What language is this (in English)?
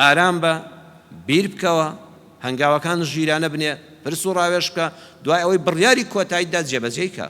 Central Kurdish